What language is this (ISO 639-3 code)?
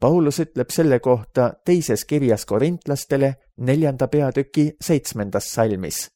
est